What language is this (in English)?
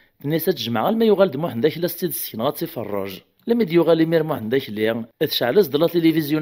Kabyle